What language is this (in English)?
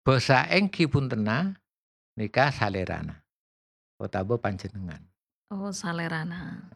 Madurese